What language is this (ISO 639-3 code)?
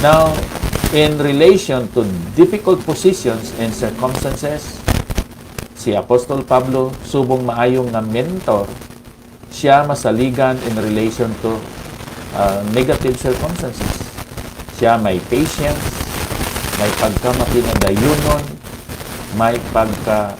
hil